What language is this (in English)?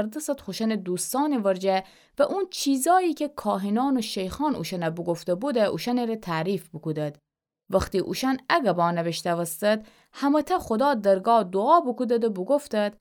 Gilaki